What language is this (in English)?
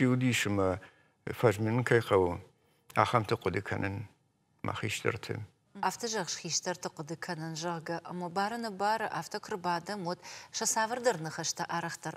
Ossetic